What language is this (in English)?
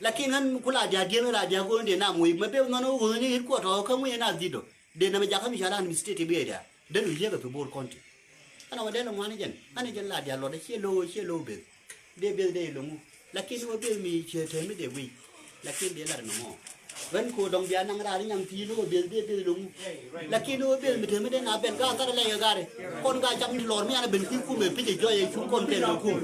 Nuer